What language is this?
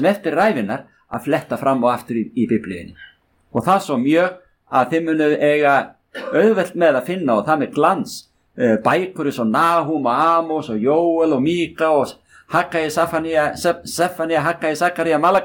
Icelandic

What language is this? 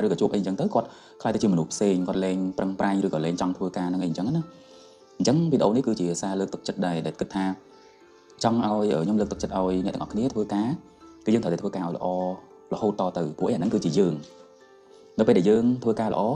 Khmer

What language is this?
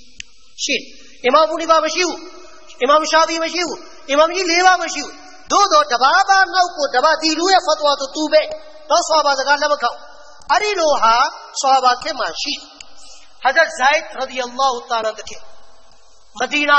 Burmese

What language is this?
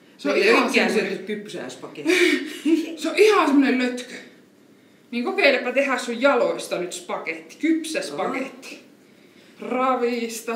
Finnish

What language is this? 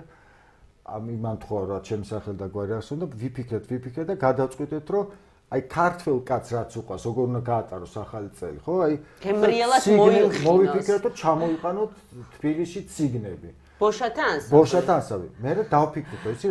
Georgian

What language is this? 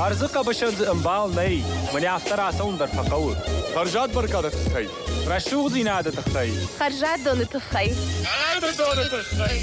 Ossetic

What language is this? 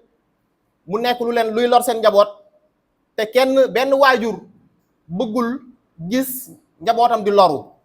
Wolof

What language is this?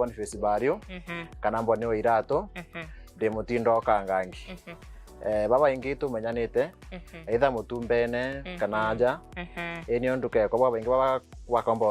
Meru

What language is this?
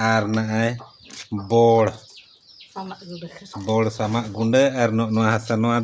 Santali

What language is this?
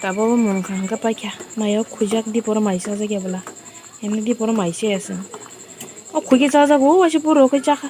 Kok Borok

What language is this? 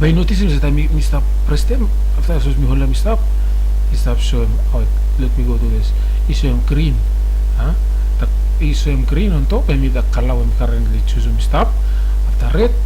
Bislama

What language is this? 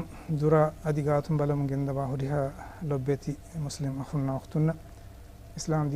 Divehi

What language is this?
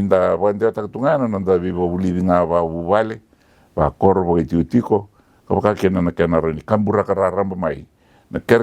Fijian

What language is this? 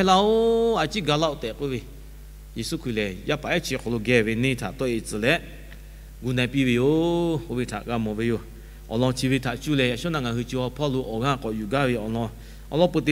Lahu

